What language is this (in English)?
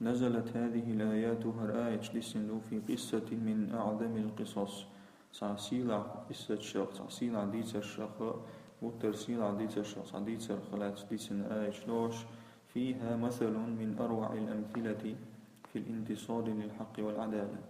Chechen